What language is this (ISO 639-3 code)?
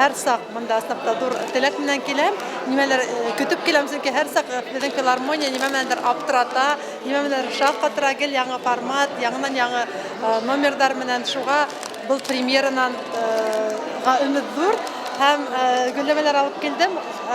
bak